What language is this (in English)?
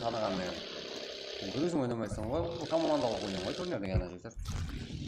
Kara-Kalpak